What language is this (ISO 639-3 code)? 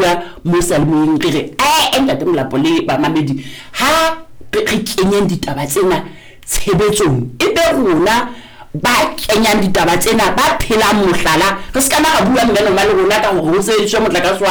sot